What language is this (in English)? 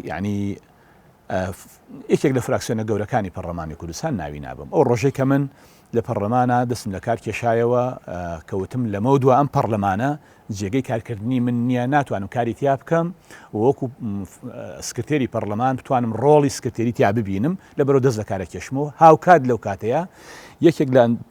Central Kurdish